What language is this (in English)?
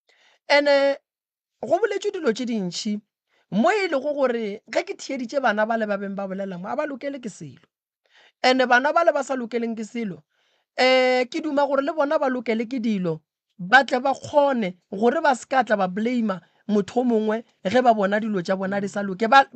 Northern Sotho